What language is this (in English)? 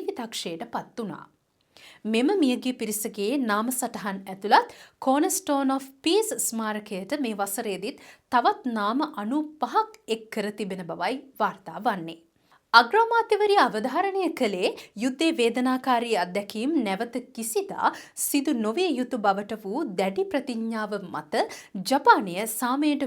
Sinhala